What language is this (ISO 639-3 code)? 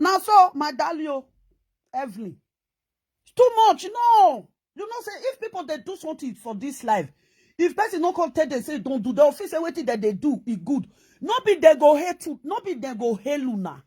pcm